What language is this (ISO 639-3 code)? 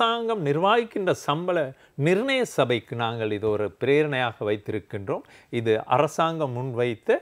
tam